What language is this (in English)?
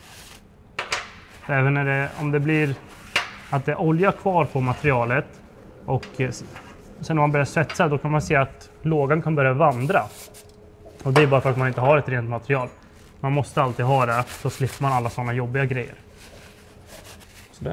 Swedish